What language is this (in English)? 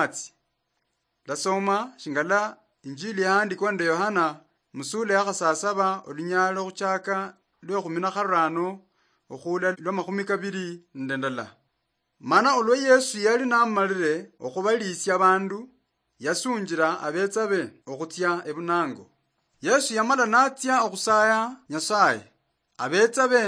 Luyia